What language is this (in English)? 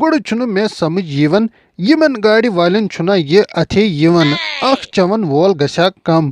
Kashmiri